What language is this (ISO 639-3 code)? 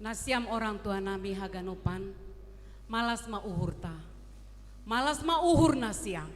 bts